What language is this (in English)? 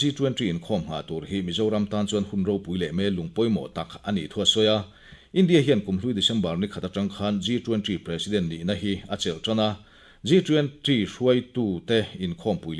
Mizo